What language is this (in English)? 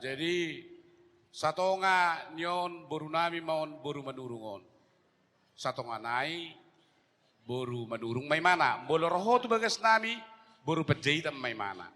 Batak Toba